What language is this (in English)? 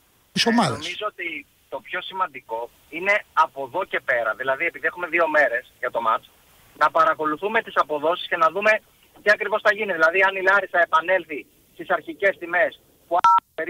Greek